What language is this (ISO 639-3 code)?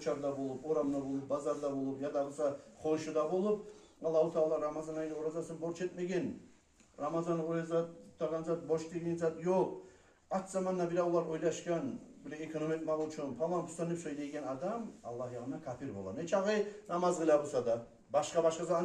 kum